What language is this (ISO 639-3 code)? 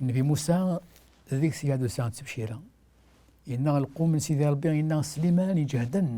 kab